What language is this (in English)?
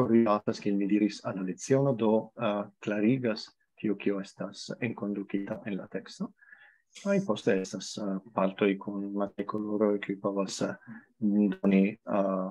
Esperanto